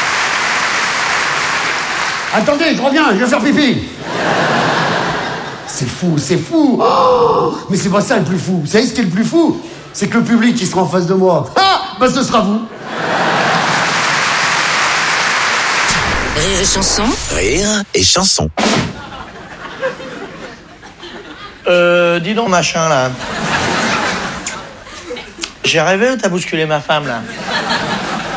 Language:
French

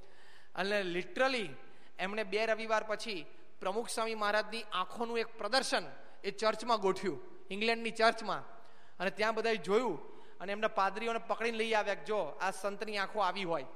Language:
Gujarati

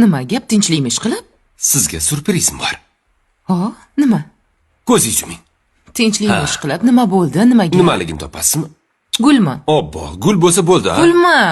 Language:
Uzbek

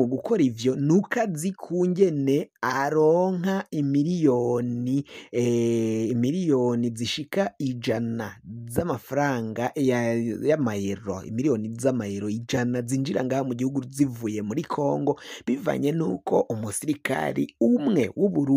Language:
Rundi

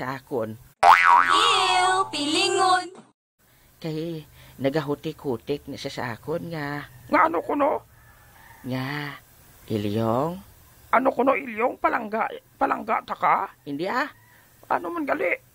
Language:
Hiligaynon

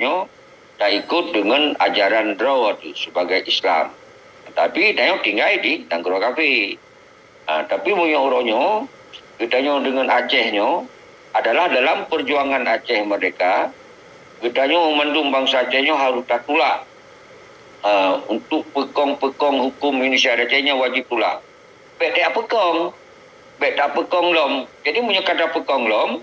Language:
Achinese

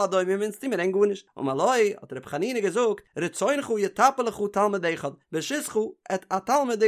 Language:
Yiddish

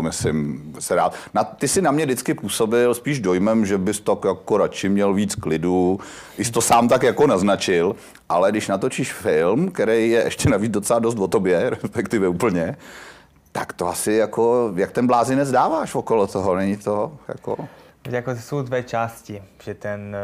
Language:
Czech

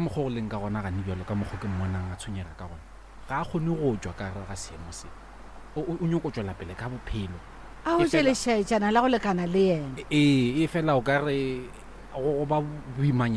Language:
Northern Sotho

